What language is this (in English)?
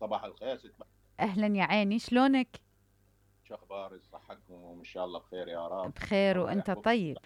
Mesopotamian Arabic